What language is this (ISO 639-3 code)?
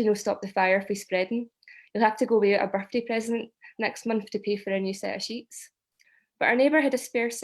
sco